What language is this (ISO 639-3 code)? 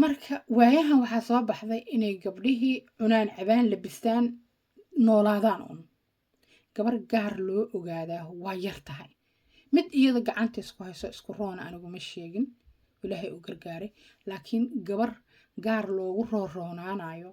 som